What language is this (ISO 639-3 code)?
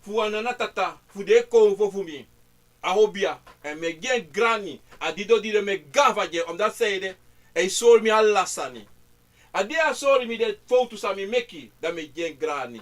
srn